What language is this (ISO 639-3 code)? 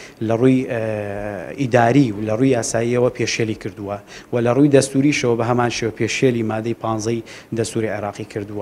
ckb